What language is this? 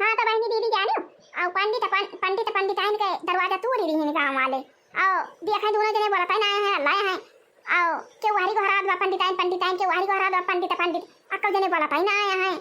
Awadhi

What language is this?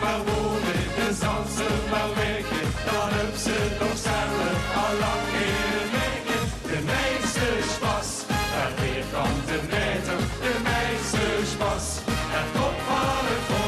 Limburgish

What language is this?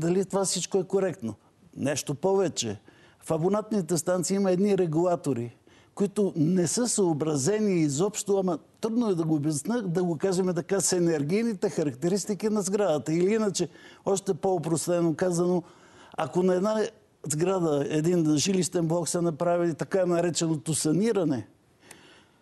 Bulgarian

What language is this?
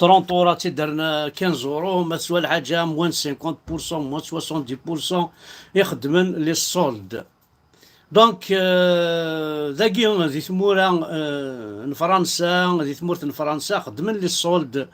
Kabyle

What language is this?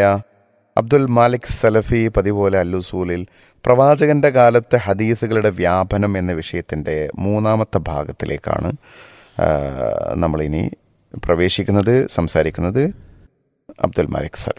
Malayalam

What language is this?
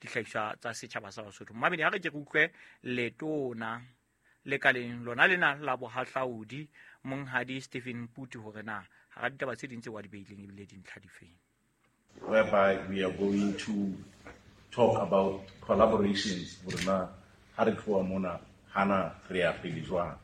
Southern Sotho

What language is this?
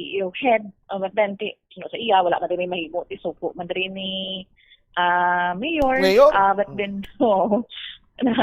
Hiligaynon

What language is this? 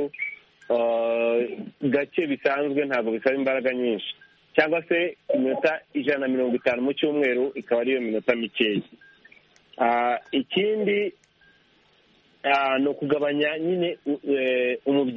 Kinyarwanda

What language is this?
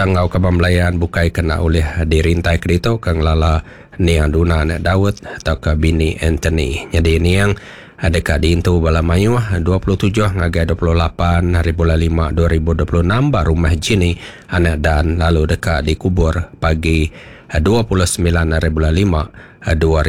Iban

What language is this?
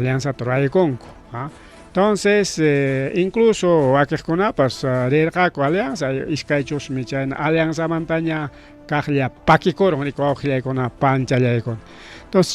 Ayacucho Quechua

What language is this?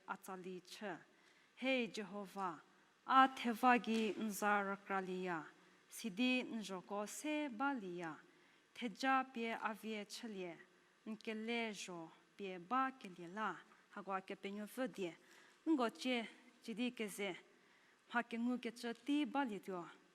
Angami Naga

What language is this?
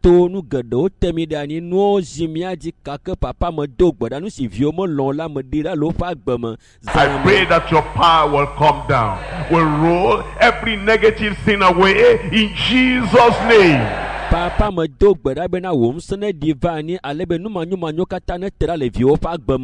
Ewe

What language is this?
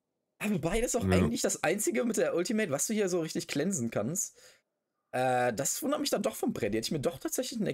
German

